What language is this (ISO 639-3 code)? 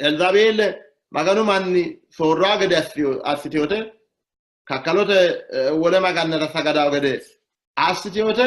sid